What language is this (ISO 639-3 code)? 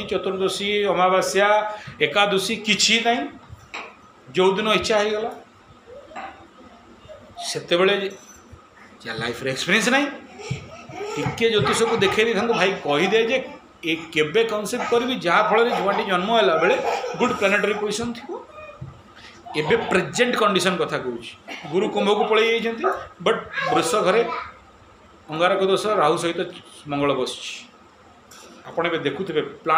ori